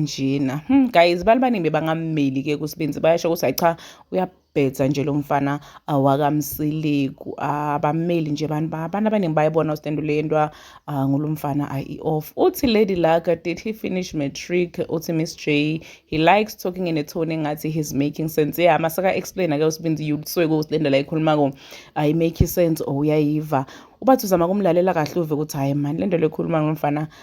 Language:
Zulu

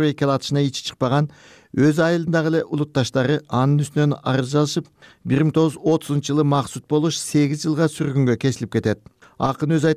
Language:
Kyrgyz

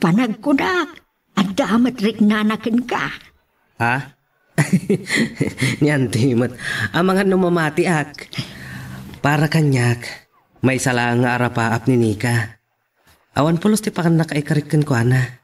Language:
Iloko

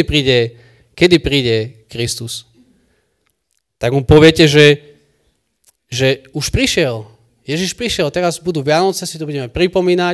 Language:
Slovak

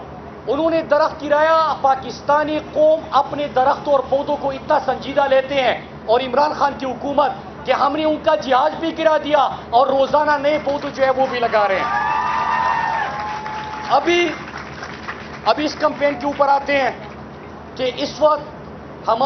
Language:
Urdu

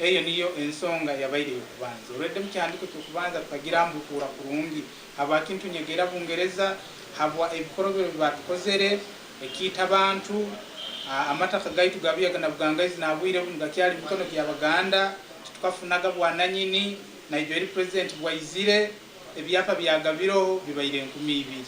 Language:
Nyankole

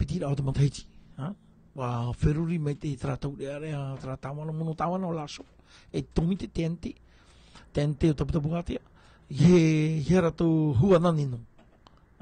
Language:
Tahitian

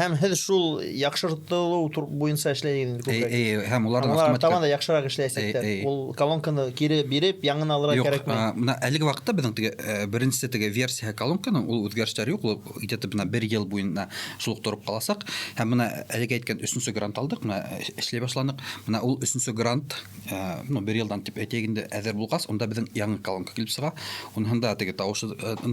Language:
Bashkir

